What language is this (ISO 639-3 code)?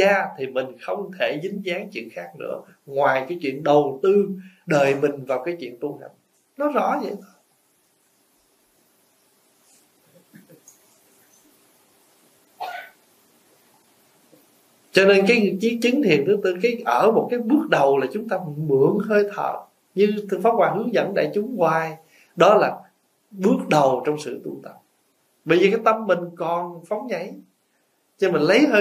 vie